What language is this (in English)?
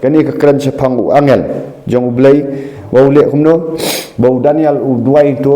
Khasi